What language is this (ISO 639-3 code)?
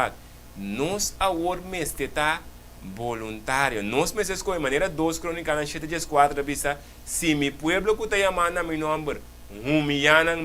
pap